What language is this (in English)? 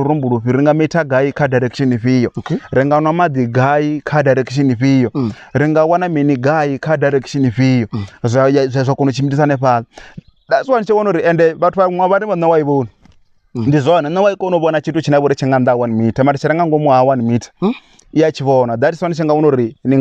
Venda